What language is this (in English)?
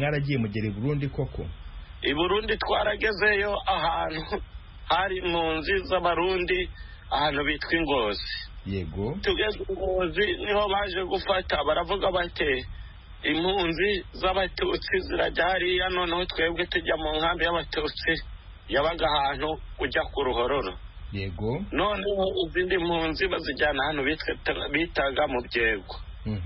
Kinyarwanda